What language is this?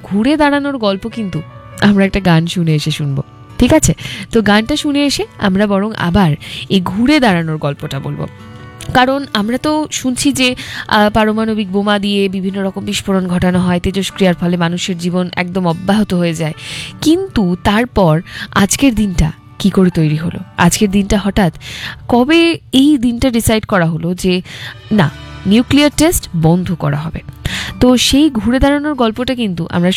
Bangla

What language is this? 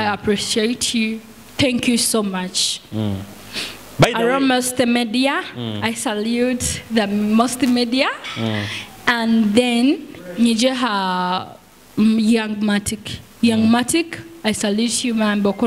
Nyoro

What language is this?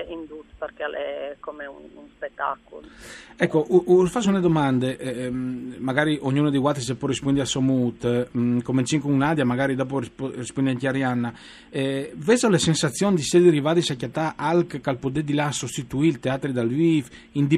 Friulian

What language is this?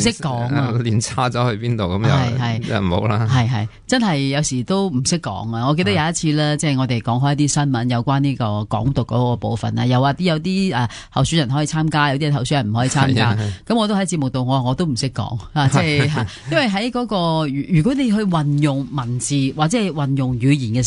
Cantonese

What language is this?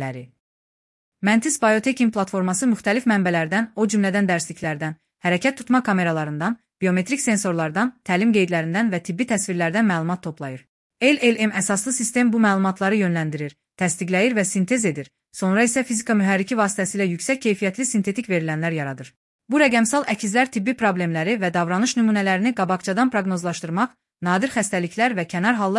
Azerbaijani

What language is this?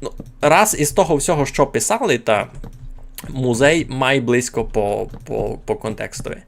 Rusyn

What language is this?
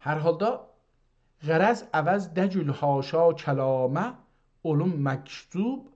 South Azerbaijani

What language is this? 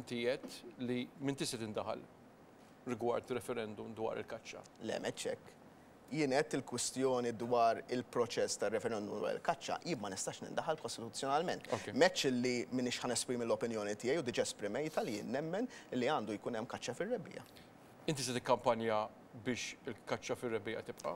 Maltese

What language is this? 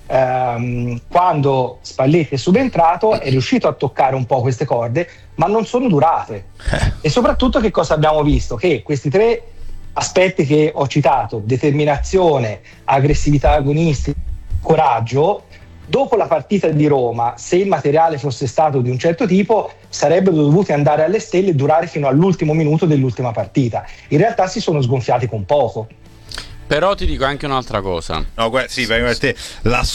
Italian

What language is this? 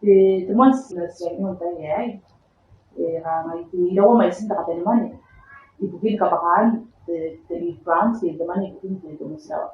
Gilbertese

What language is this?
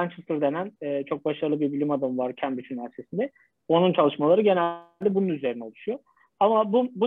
Turkish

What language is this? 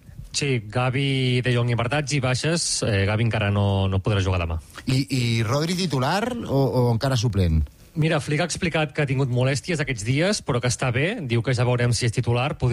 Catalan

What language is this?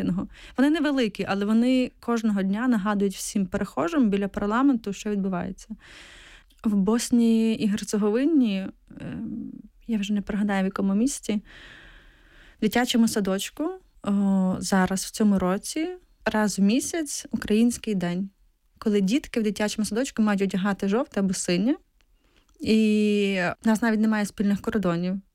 Ukrainian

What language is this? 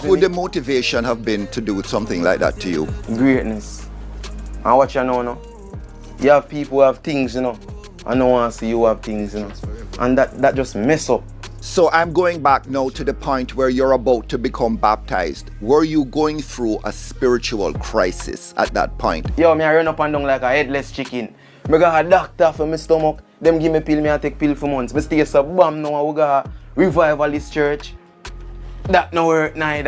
Jamaican Creole English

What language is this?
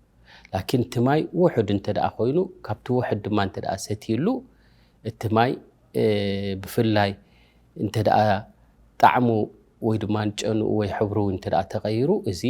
Tigrinya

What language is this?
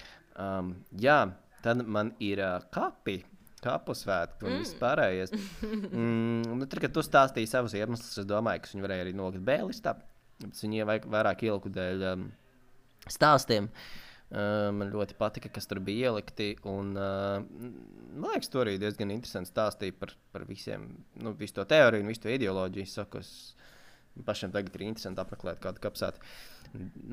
Latvian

